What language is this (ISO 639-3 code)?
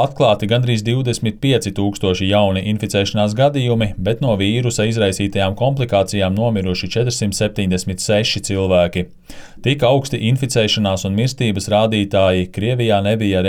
lav